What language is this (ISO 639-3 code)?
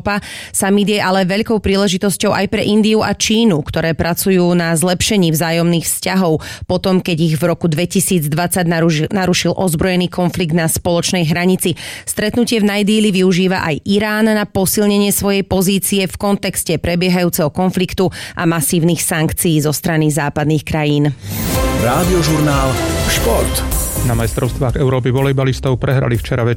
slk